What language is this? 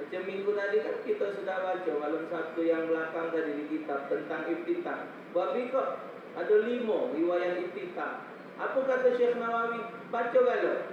Musi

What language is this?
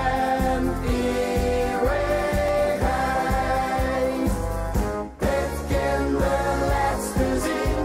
Limburgish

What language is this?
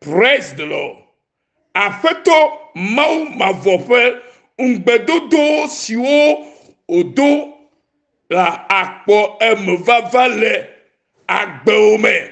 Ewe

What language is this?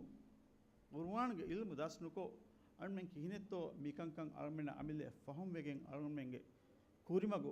Divehi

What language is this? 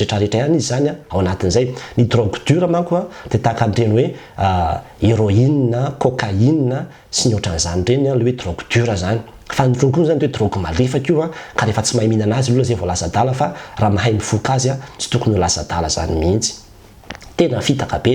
Malagasy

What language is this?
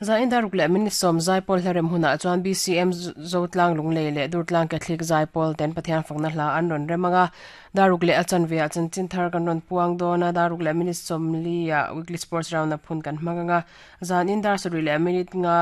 Mizo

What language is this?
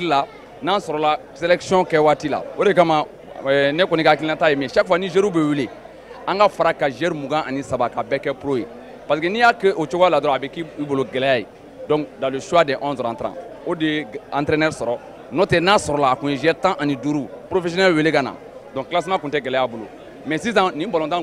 Bambara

